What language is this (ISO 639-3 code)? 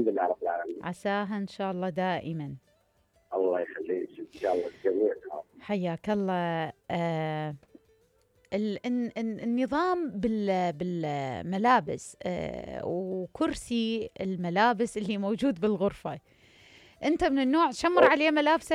acm